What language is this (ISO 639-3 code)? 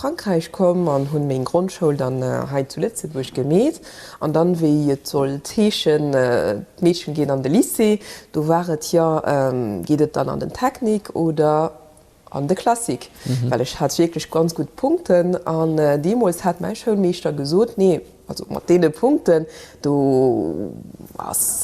ltz